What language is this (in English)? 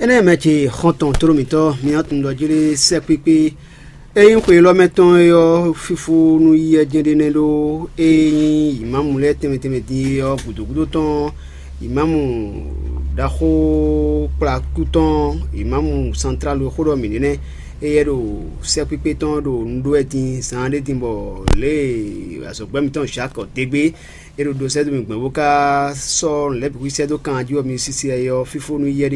Fon